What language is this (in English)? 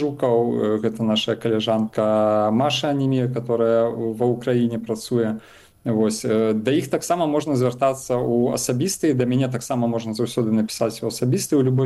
Belarusian